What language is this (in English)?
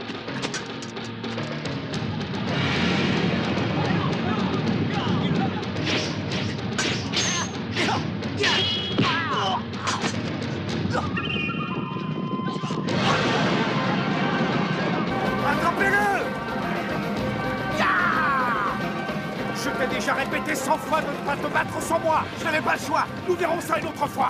French